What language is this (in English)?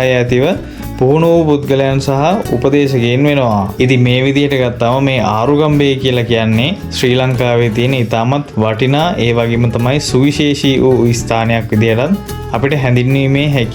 Sinhala